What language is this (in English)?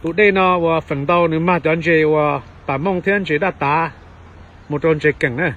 Hmong